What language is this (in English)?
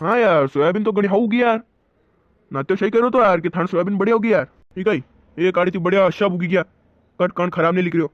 Rajasthani